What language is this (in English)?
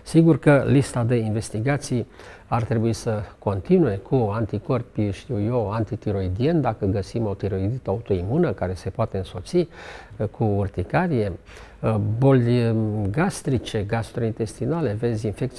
Romanian